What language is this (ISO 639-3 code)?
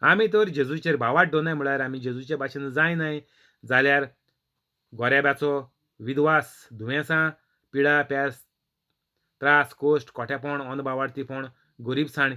kok